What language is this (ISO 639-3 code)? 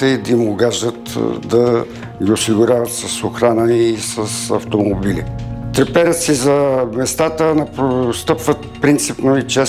bul